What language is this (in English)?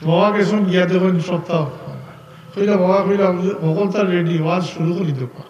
Sylheti